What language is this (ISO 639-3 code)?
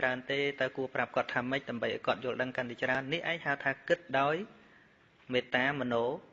khm